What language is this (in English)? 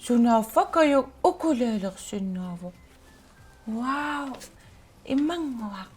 Kalaallisut